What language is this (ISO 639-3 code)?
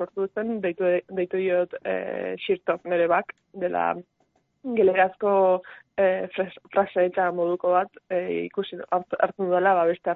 eus